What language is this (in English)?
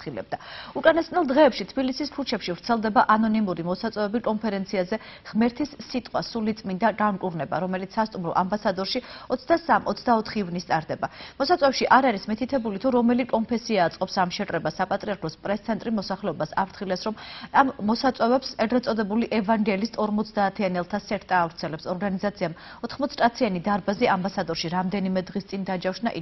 Georgian